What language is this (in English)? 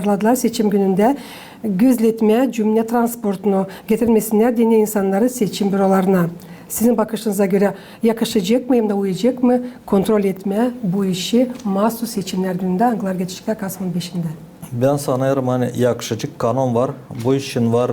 Gagauz